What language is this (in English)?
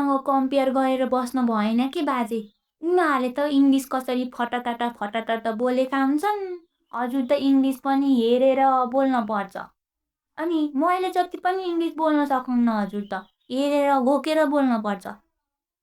Nepali